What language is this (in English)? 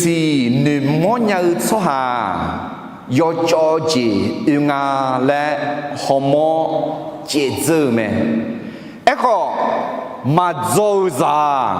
Akha